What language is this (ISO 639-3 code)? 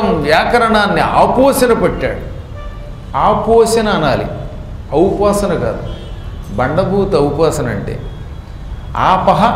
tel